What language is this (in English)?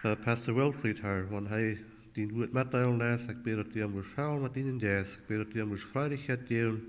Plautdietsch